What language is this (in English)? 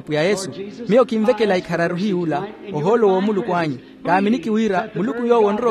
Makhuwa